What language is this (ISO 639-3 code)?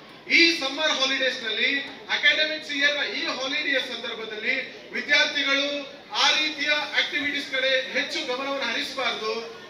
kan